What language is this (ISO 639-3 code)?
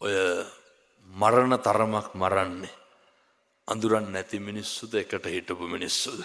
sin